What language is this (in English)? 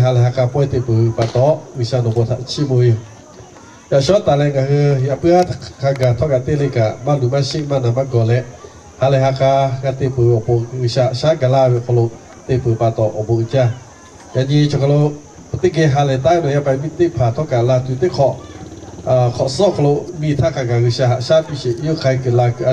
Lahu